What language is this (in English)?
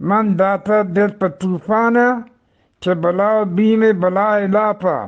Eastern Balochi